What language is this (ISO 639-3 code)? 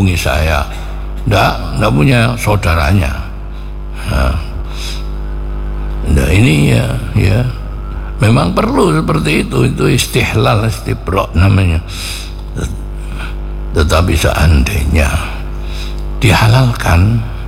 ind